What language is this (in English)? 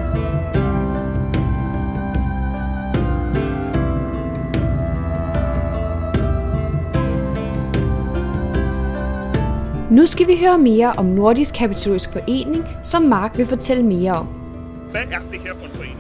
Danish